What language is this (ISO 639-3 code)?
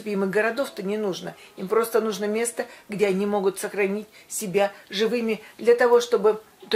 rus